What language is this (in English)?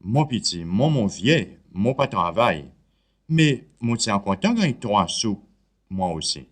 Seselwa Creole French